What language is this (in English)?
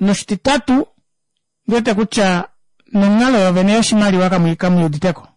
Kuanyama